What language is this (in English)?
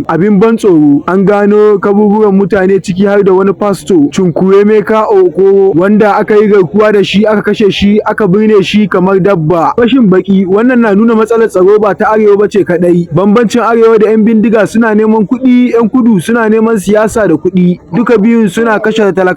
Hausa